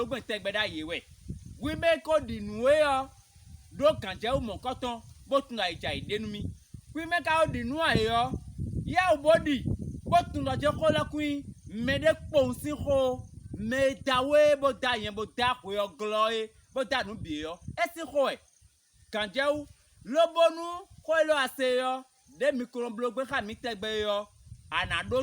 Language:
Fon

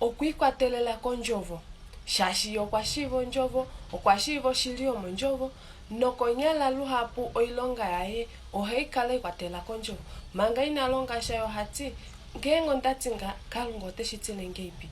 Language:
Kuanyama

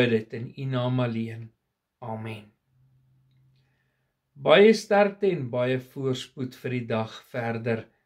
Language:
Afrikaans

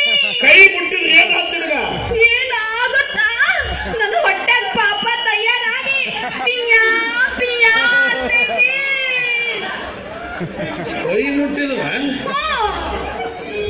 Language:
Kannada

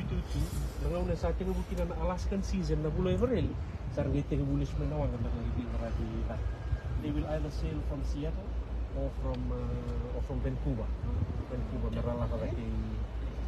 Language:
Fijian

